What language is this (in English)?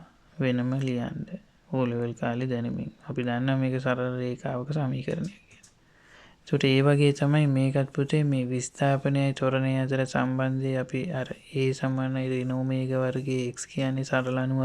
Sinhala